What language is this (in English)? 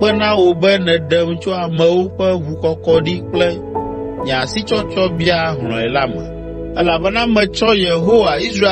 Ewe